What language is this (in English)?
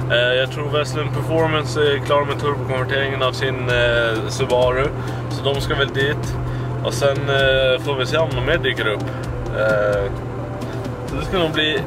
Swedish